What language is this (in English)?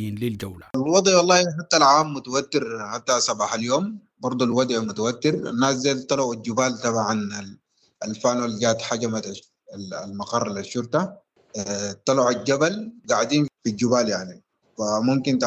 Sudanese Arabic